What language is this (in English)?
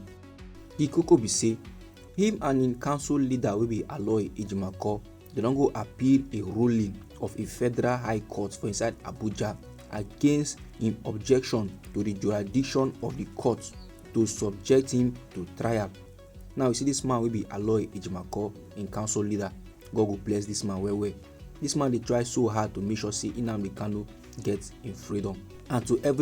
Nigerian Pidgin